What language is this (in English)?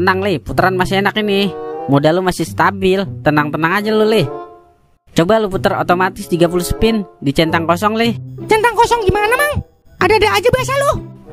Betawi